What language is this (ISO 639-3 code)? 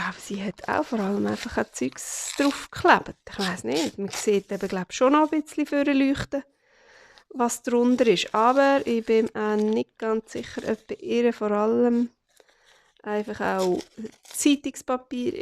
gsw